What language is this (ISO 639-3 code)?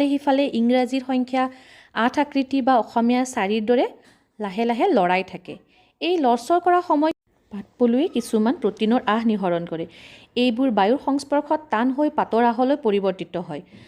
asm